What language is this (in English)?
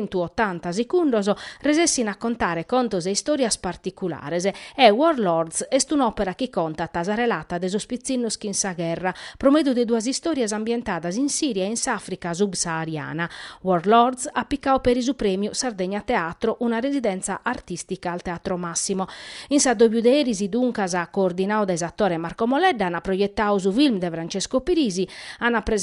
Sardinian